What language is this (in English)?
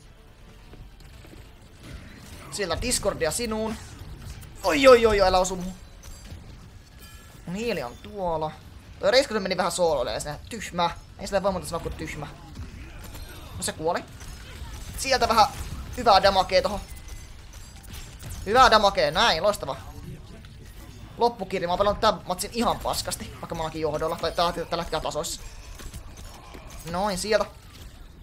Finnish